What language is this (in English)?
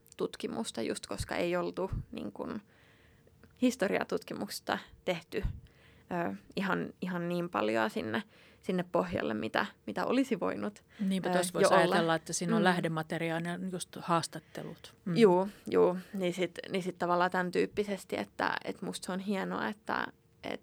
Finnish